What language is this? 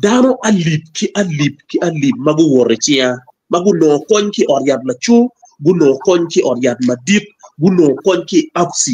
Acoli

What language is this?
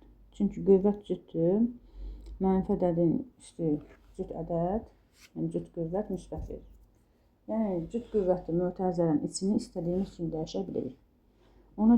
Azerbaijani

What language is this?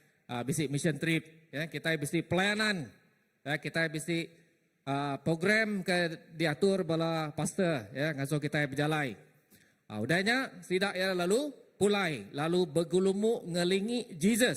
Iban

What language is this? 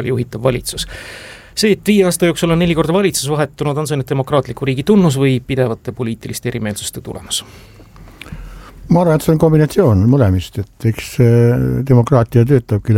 Estonian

